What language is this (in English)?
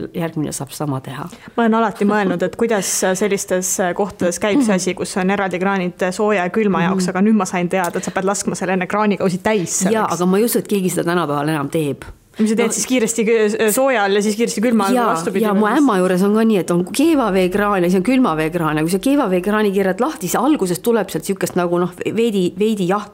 Estonian